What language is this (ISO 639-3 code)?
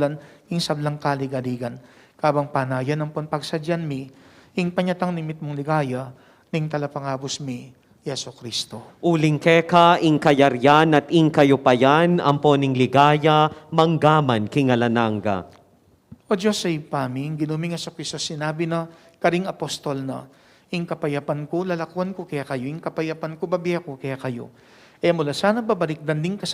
pam